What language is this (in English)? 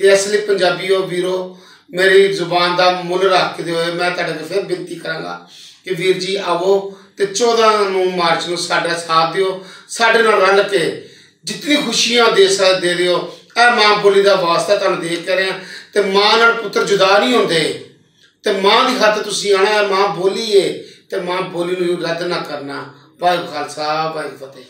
Western Panjabi